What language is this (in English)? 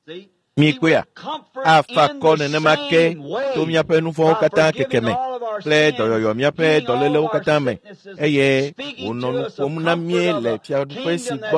Ewe